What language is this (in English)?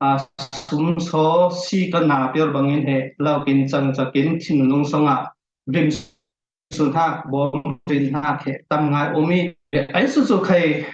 Falam Chin